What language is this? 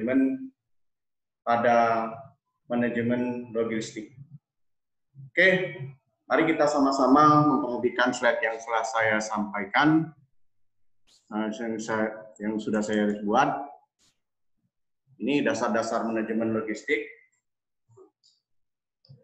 Indonesian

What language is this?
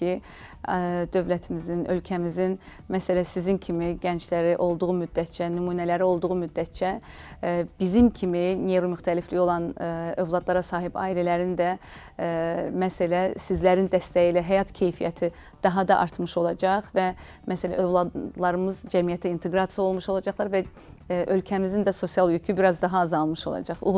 Azerbaijani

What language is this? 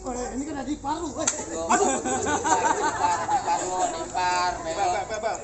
Betawi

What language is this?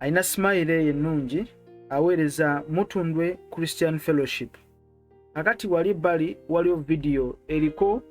Ganda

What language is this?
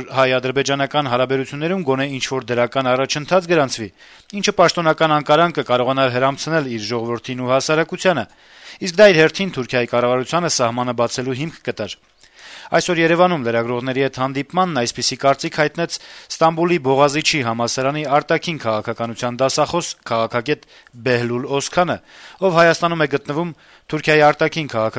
Armenian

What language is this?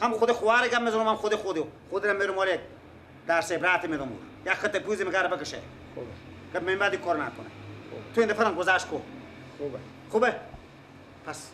Persian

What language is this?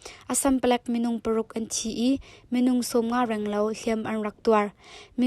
Hakha Chin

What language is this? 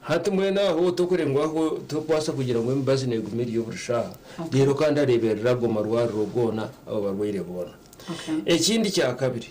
Nyankole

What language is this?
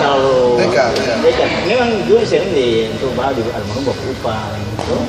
Ambonese Malay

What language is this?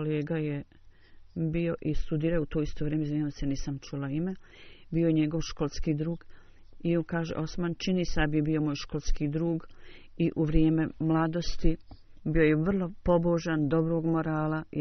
Bosnian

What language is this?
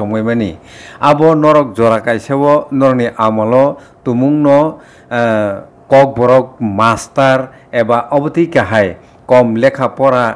Kok Borok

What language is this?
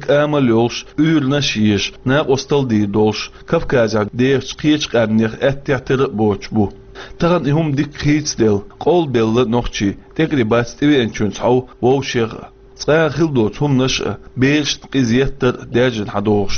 Chechen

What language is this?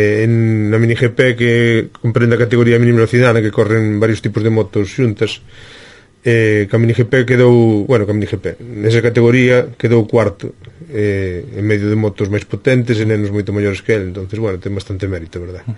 Galician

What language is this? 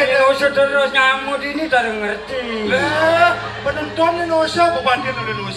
Balinese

